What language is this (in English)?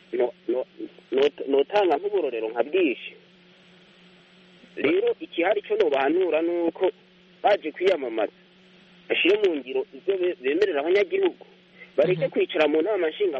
Kinyarwanda